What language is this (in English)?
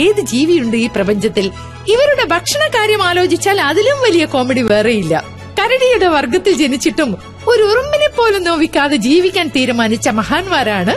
Malayalam